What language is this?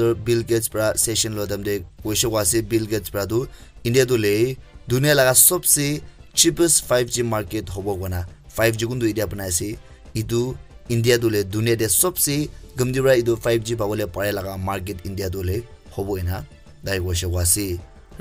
Naga Pidgin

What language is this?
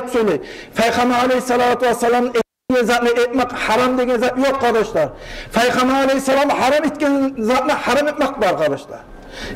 Kumyk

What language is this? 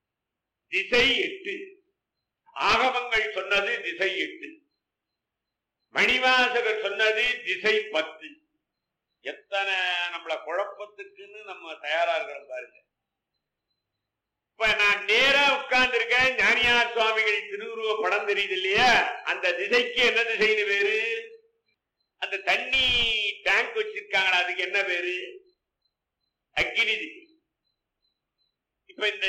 Tamil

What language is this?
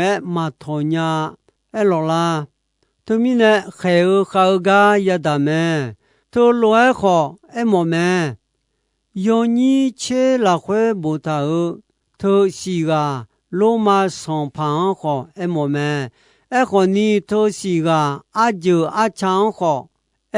Akha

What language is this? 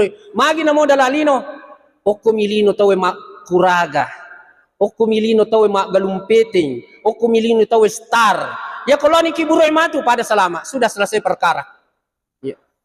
Buginese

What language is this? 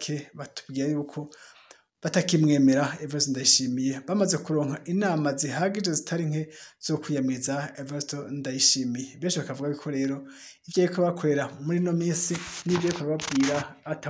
Rundi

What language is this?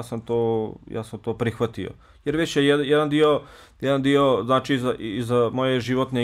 Bosnian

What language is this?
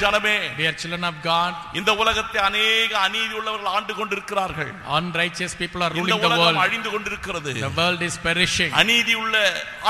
Tamil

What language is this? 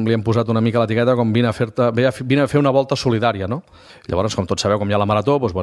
Catalan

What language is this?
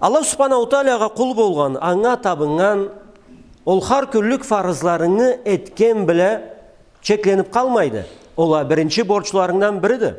Karachay-Balkar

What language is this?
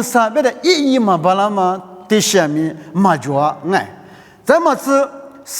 Lisu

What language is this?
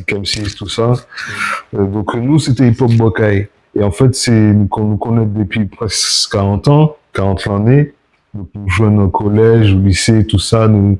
Guadeloupean Creole French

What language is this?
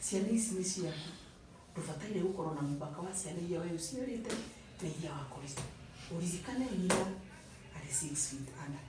Kikuyu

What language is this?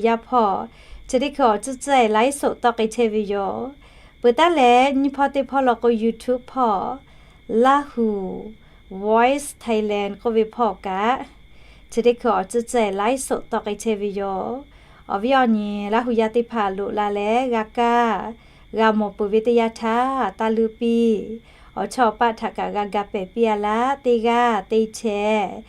Lahu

